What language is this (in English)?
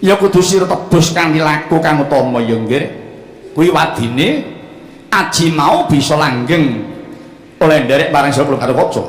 Javanese